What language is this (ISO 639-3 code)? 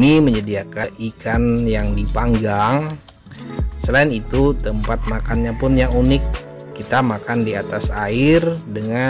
bjn